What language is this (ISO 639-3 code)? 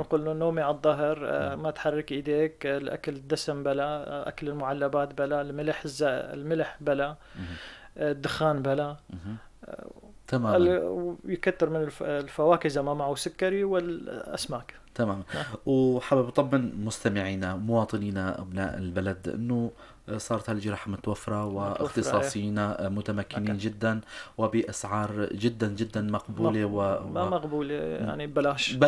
apc